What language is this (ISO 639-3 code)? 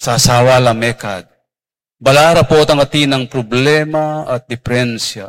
pam